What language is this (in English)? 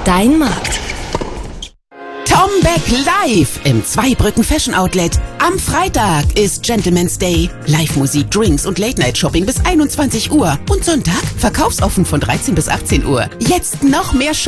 German